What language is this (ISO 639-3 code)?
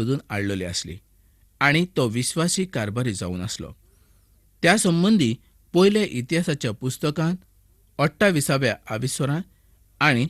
kok